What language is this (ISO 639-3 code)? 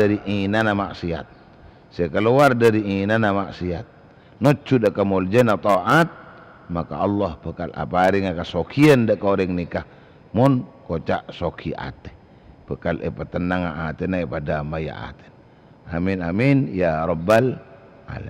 mad